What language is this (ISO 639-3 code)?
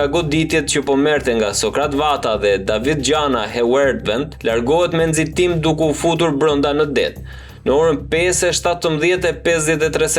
sqi